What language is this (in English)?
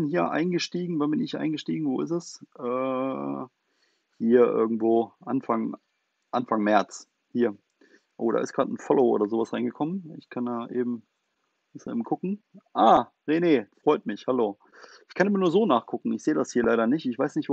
German